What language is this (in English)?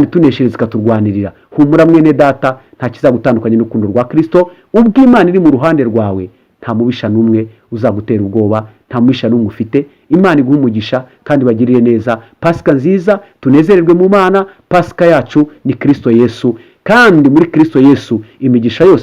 Kinyarwanda